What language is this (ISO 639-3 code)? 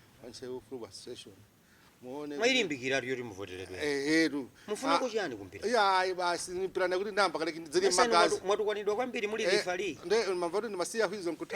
nya